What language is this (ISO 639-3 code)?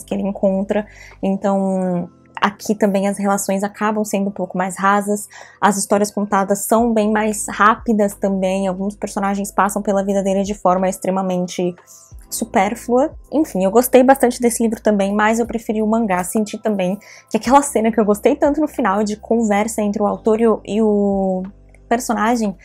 por